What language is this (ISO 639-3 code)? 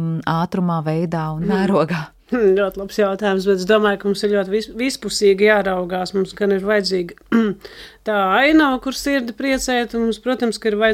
lav